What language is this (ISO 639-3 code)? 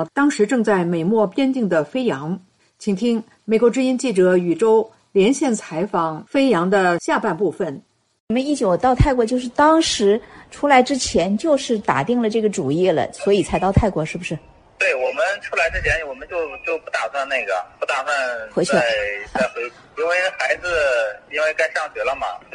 zho